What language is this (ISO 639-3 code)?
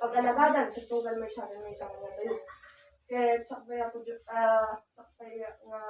ilo